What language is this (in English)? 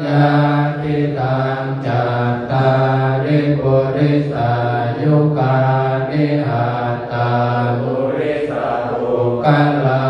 Pali